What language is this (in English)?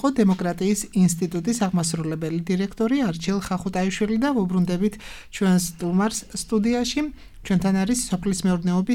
Georgian